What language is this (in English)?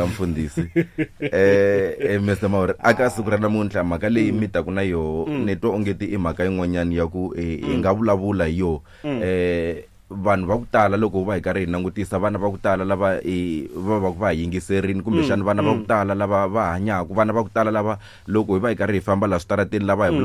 Tsonga